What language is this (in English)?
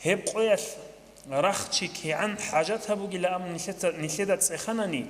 Avaric